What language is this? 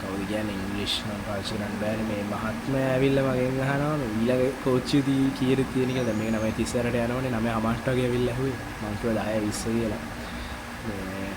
Sinhala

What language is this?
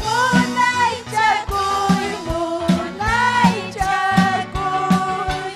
Ayacucho Quechua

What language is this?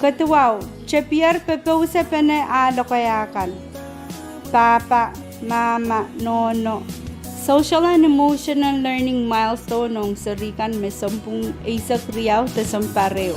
Pohnpeian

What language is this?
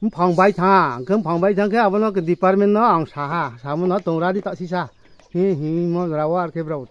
Riang (India)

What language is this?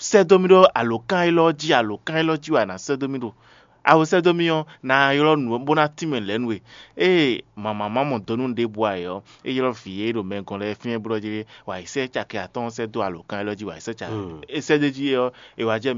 Fon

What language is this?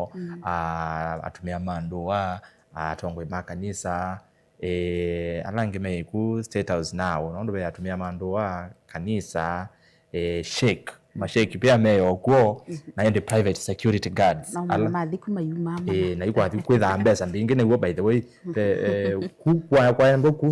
Kamba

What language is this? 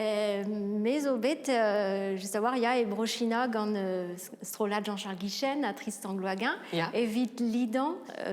Breton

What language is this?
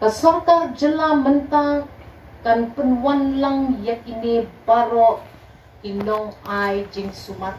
Khasi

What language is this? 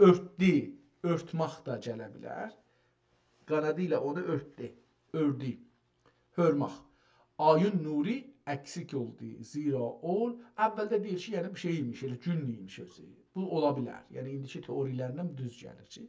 South Azerbaijani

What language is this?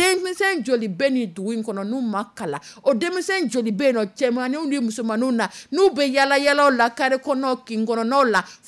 Dyula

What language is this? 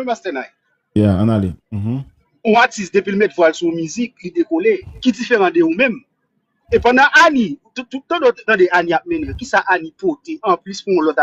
Haitian Creole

